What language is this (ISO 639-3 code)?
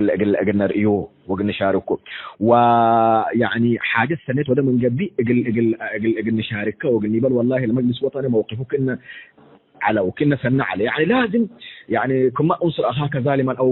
tig